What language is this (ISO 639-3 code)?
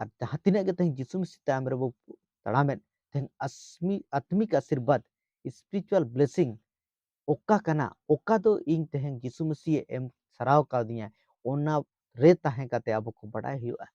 sat